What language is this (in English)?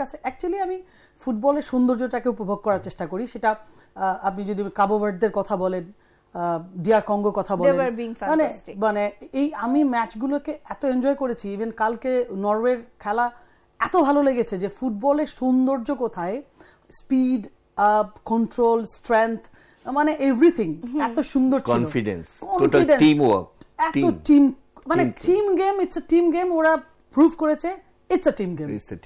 Bangla